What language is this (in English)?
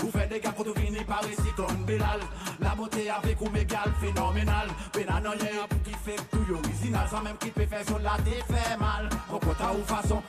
Seselwa Creole French